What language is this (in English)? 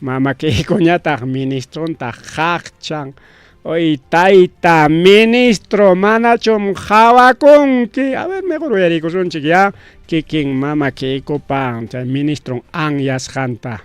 Ayacucho Quechua